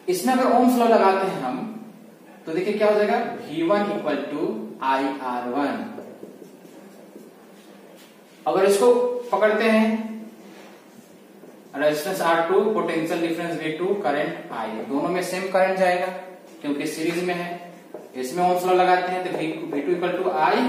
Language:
Hindi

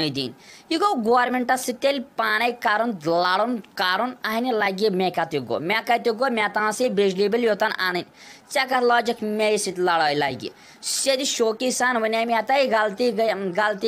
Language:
Kashmiri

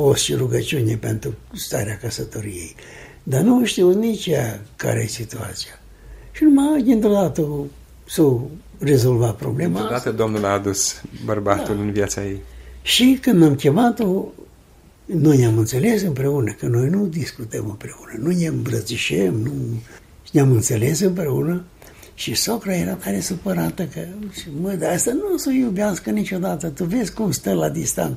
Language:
Romanian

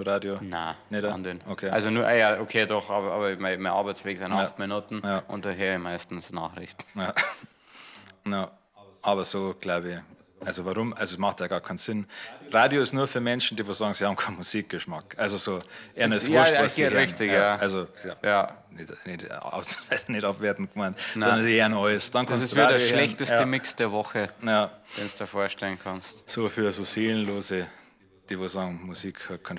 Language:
Bavarian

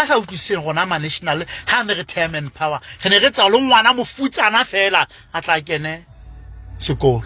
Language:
Southern Sotho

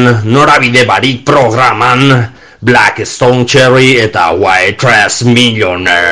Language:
Basque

